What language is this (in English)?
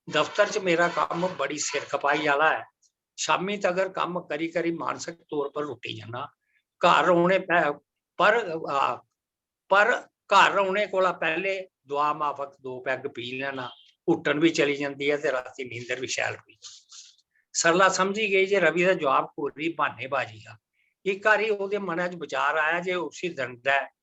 Dogri